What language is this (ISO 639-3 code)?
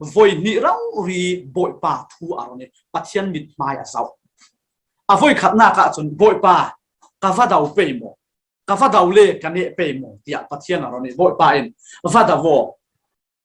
cfm